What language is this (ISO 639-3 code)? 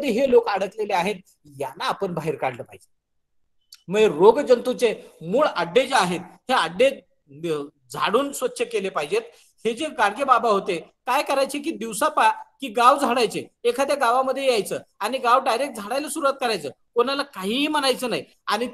mar